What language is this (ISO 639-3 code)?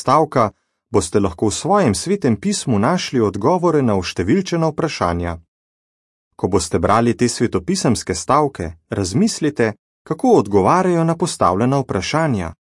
slv